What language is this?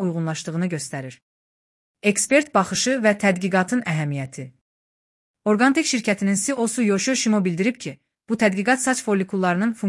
Azerbaijani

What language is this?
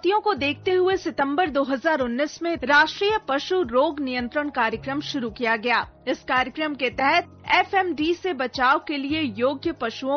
Hindi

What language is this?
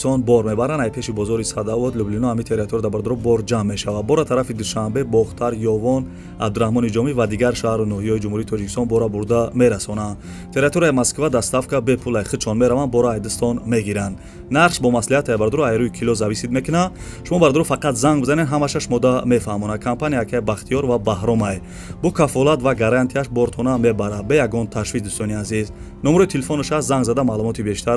Tajik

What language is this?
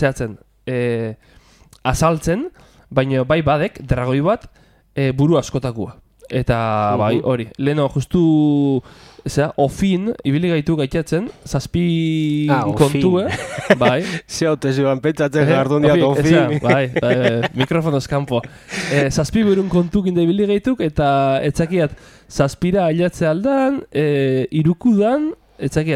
Basque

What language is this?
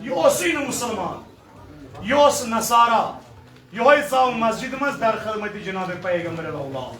Kashmiri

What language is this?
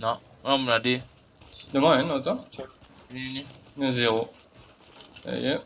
Morisyen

